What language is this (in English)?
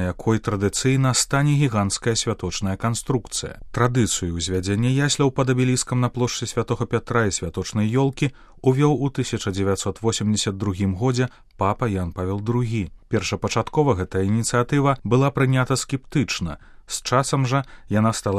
Belarusian